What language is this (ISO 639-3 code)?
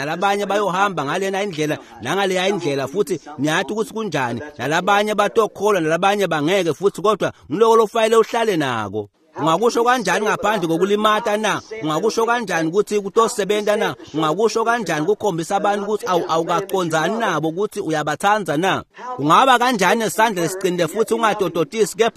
ssw